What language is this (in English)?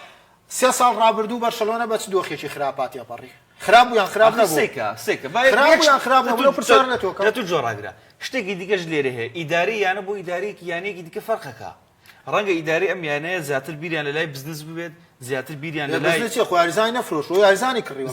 Central Kurdish